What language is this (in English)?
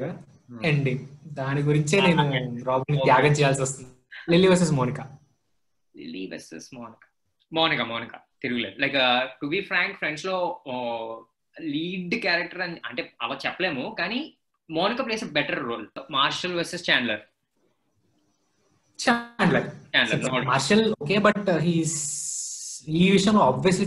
Telugu